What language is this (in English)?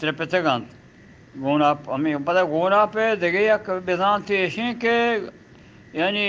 Eastern Balochi